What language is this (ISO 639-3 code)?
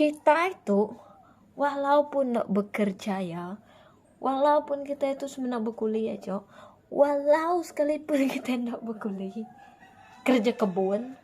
iba